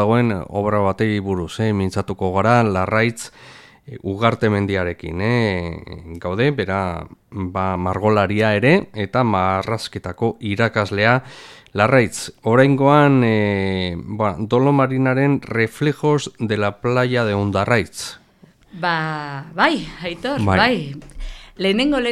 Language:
Basque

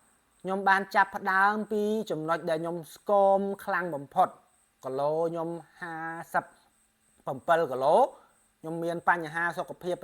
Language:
Khmer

